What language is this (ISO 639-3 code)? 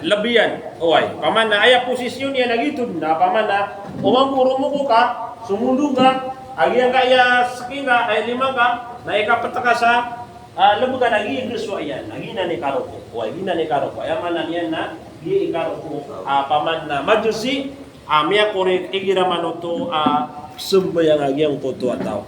mrw